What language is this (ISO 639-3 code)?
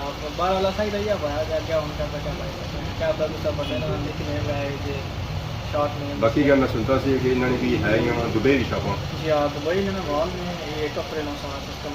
phr